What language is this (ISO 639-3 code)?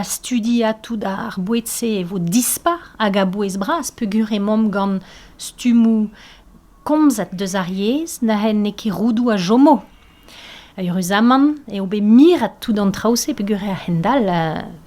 bre